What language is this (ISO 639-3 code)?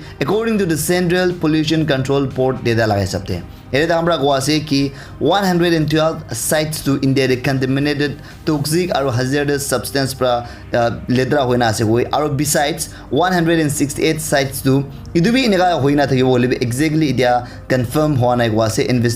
nag